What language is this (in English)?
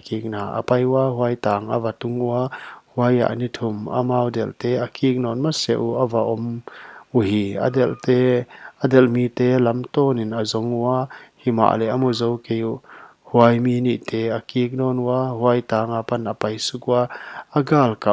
Paite Chin